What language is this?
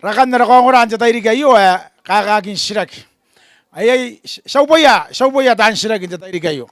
Gilbertese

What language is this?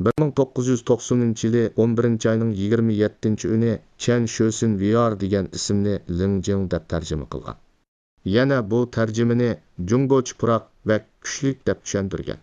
Uyghur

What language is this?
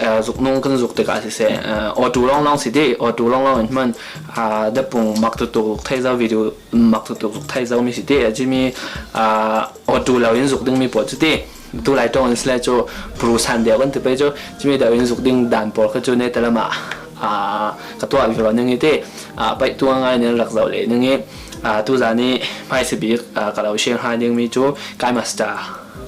Falam Chin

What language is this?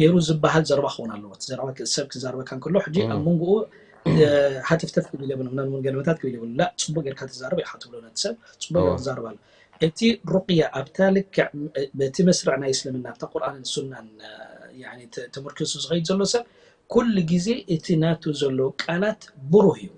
Tigrinya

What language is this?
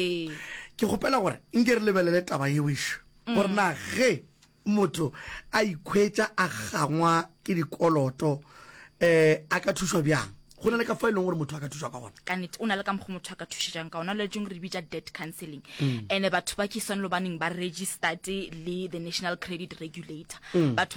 Northern Sotho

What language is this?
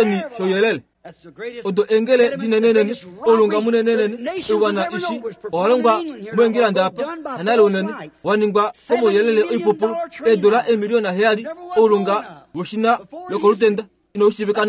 Kuanyama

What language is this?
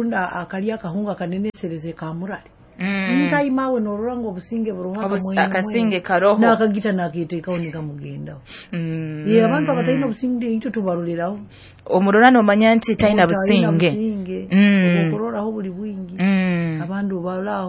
Nyoro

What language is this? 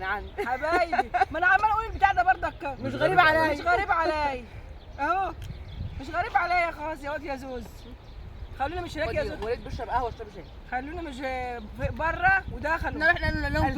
Egyptian Arabic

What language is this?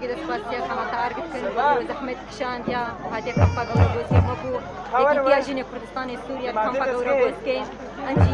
Kurdish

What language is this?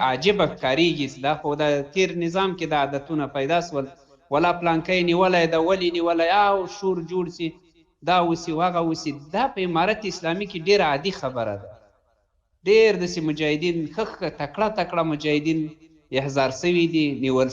Pashto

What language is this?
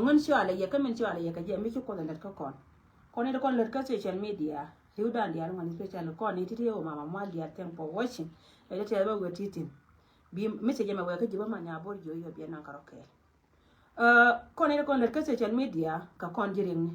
Nuer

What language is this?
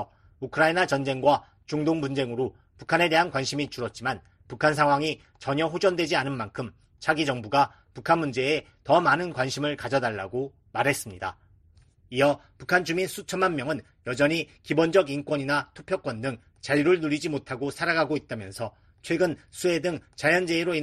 Korean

